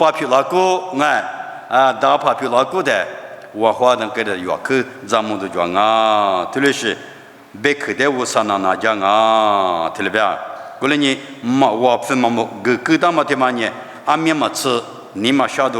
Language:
Lisu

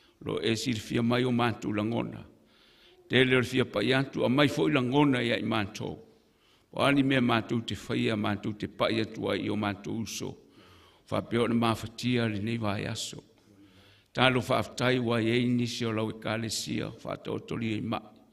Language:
Samoan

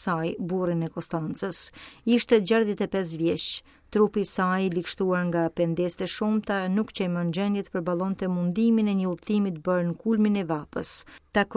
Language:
Albanian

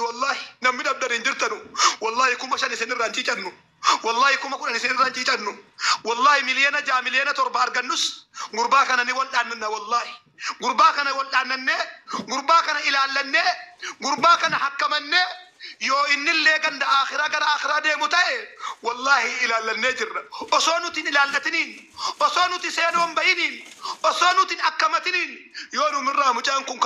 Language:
Oromo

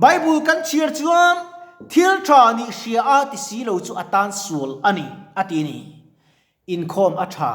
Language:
Mizo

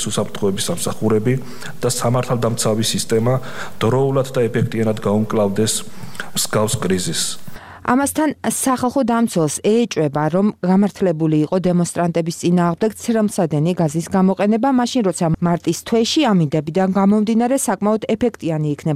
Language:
Georgian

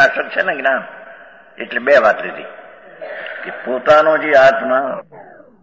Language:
Gujarati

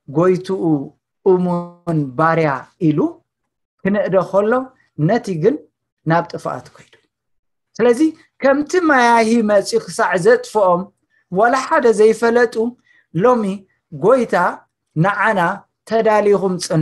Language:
Tigrinya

